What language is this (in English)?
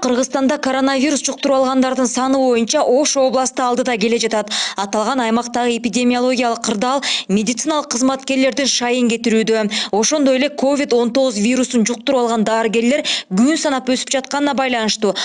Kyrgyz